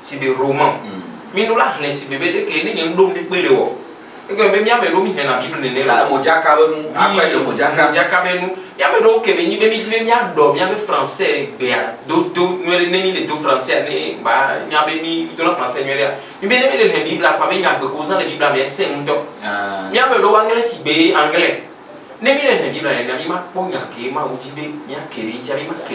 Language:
Ewe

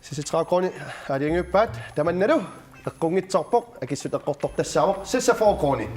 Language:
Kalaallisut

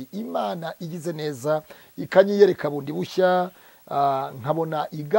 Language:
Kinyarwanda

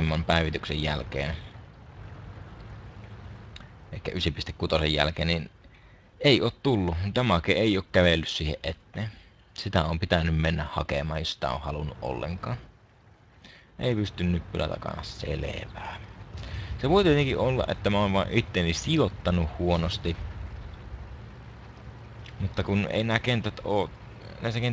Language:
Finnish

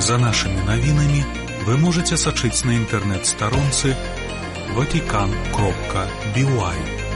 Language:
Belarusian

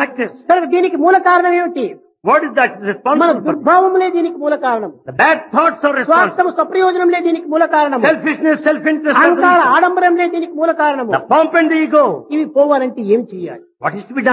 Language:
Telugu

